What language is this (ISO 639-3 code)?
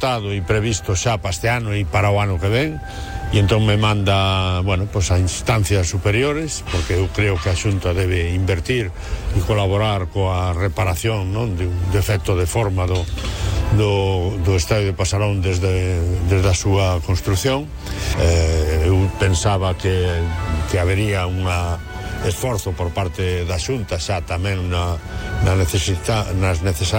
glg